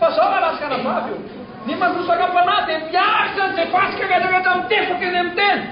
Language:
Malagasy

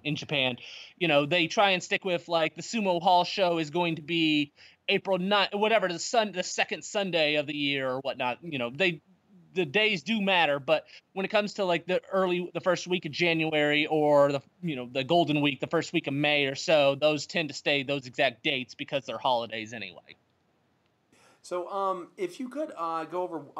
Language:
English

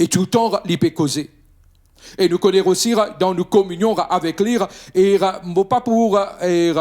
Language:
Morisyen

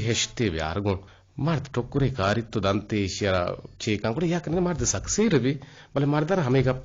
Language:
Eastern Balochi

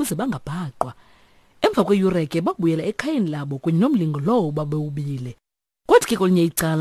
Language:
Xhosa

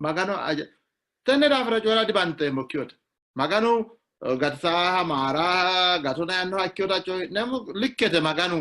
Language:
Sidamo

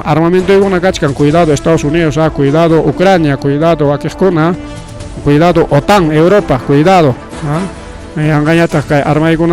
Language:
Ayacucho Quechua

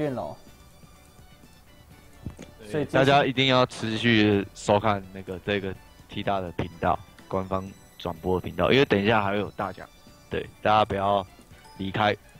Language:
Chinese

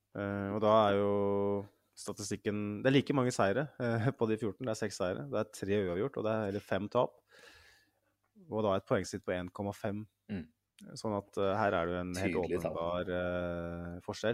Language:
Norwegian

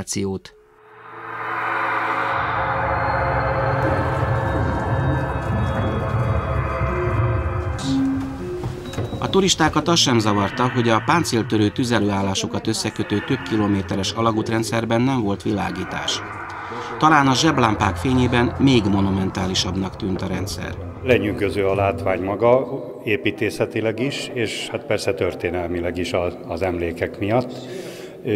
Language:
Hungarian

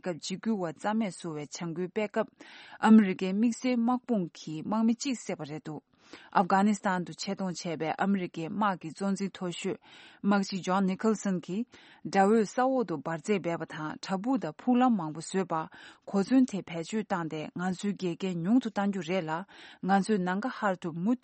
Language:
Tibetan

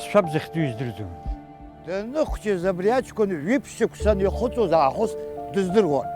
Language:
Abkhazian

